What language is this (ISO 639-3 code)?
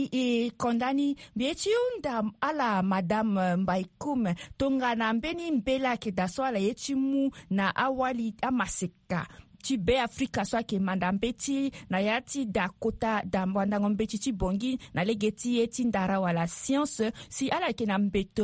sag